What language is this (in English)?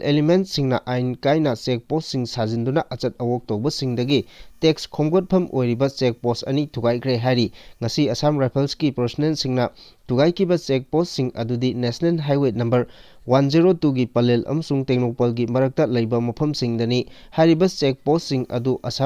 Manipuri